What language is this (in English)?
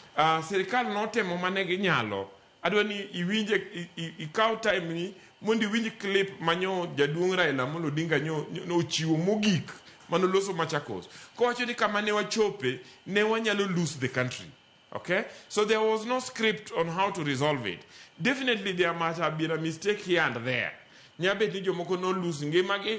Luo (Kenya and Tanzania)